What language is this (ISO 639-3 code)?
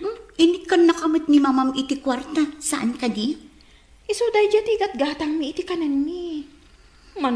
ilo